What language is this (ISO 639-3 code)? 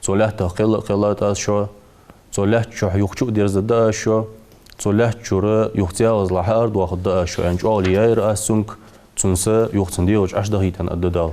inh